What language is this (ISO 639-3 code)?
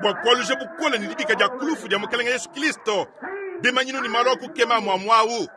lua